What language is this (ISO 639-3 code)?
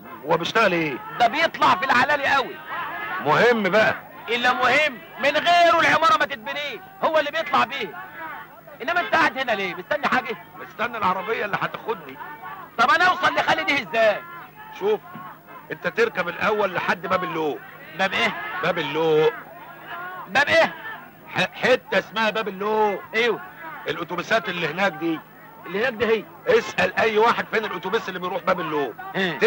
arz